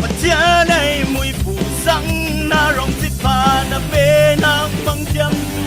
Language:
Falam Chin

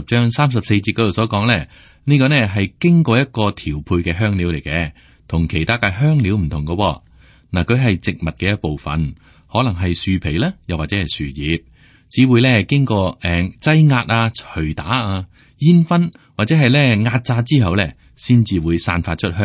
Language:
Cantonese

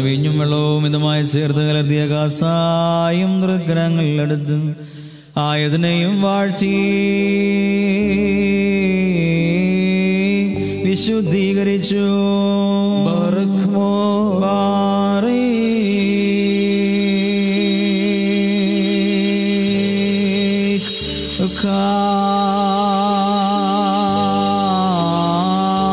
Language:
Malayalam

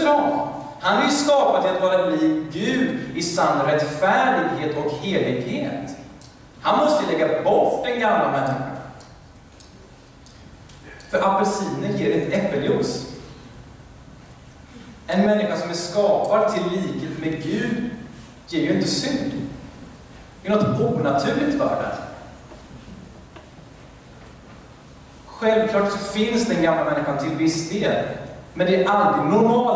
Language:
Swedish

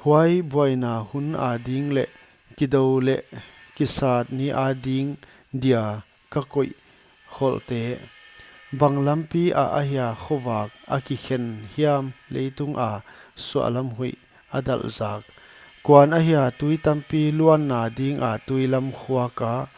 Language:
Paite Chin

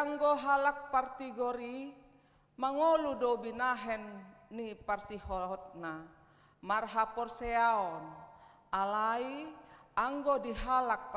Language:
Batak Toba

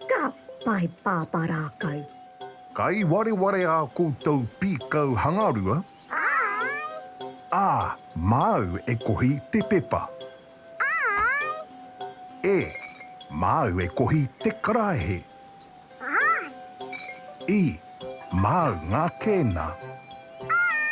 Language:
Māori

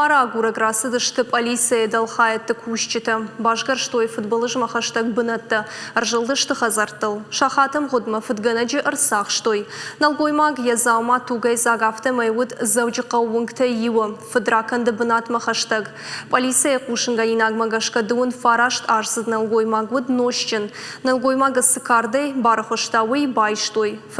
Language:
Ossetic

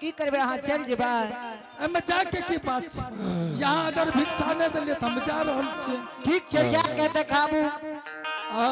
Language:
Angika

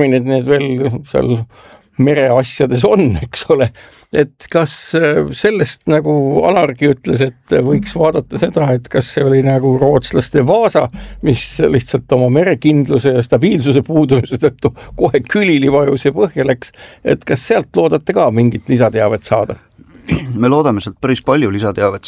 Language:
Estonian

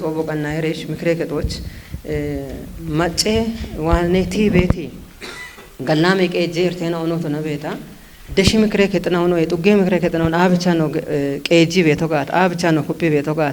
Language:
Kafa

